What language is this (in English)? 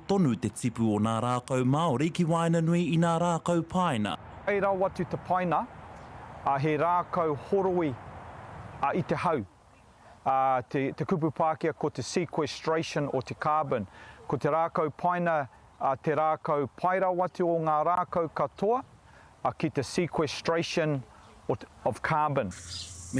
Māori